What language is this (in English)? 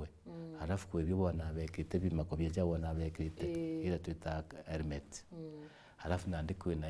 Meru